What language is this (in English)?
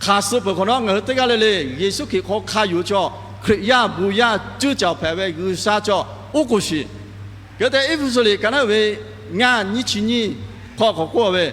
Lahu